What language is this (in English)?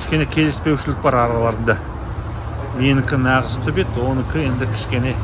Kazakh